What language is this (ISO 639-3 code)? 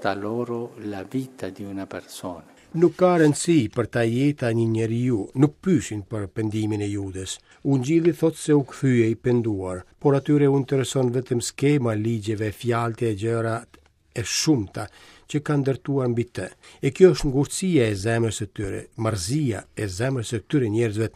sqi